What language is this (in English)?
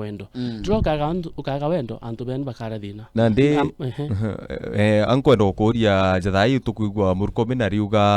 Meru